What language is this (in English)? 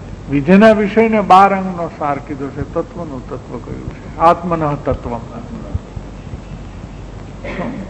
Gujarati